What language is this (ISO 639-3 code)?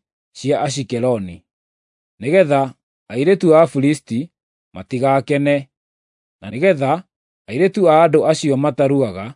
kik